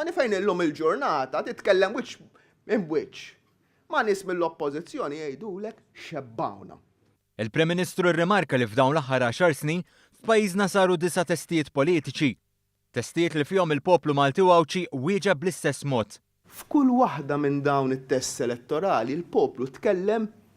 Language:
Maltese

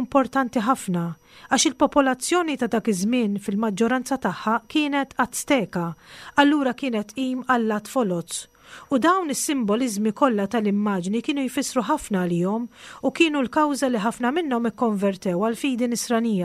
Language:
Maltese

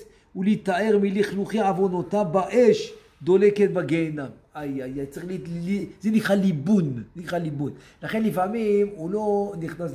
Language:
Hebrew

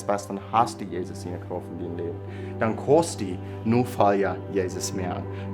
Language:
Plautdietsch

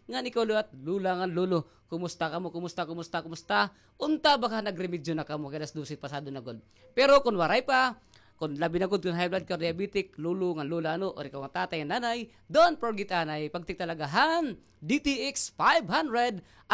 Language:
Waray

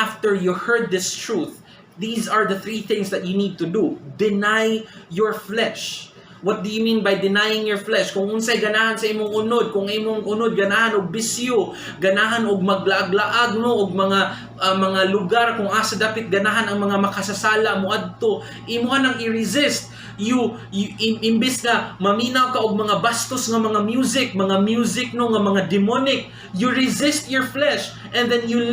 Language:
Cebuano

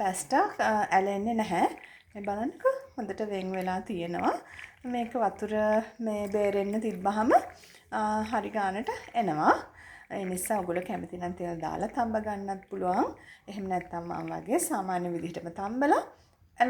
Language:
Sinhala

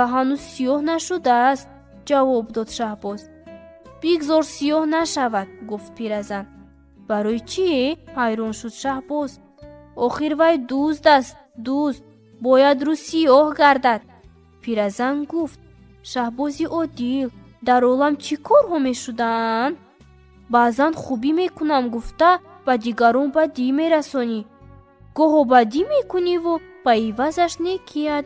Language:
Tajik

